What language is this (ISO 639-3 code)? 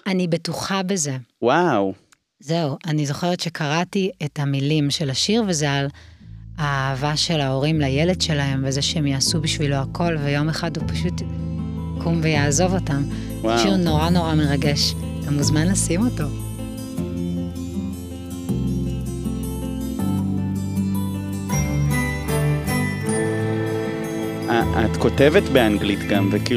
heb